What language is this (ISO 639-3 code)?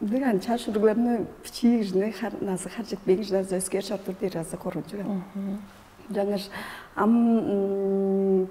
tyv